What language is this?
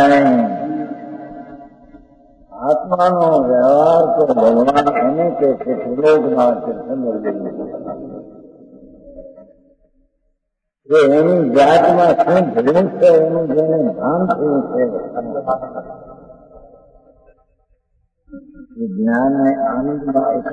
Gujarati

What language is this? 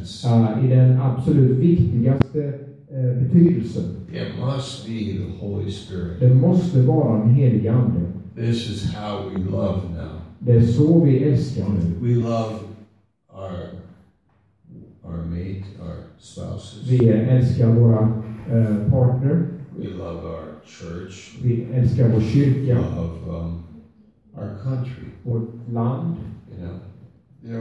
Swedish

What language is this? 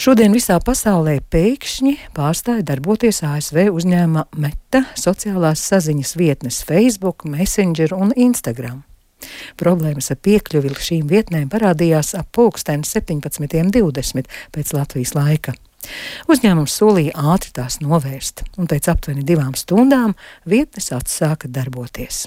Latvian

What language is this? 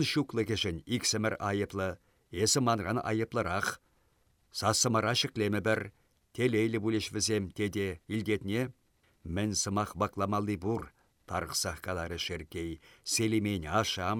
Chuvash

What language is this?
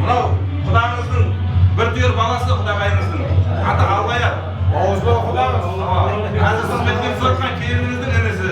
Kara-Kalpak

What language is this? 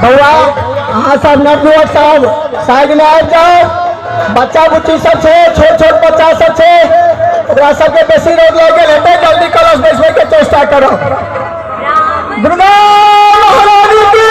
Maithili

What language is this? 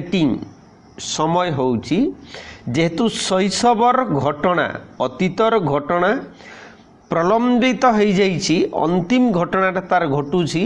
Odia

